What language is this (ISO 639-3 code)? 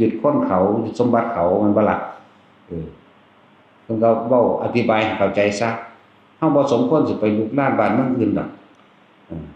tts